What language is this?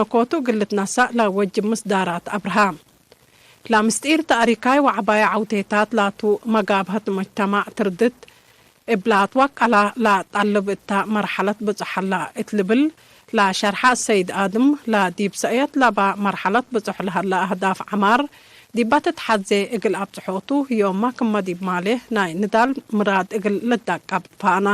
Tigre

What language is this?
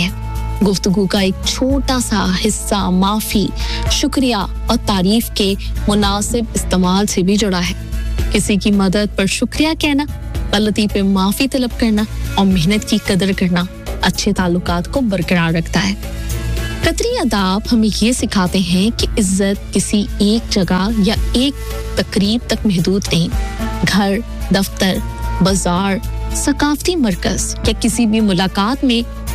Urdu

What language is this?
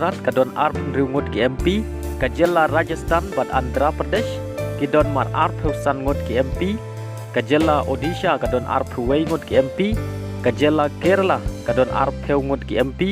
Khasi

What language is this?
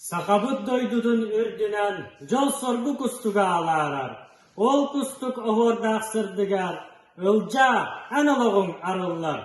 Yakut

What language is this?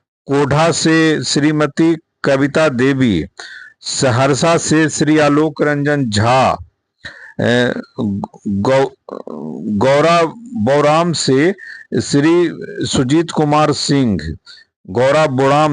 Magahi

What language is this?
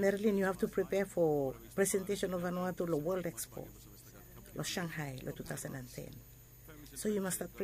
Bislama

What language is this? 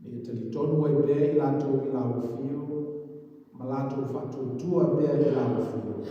Samoan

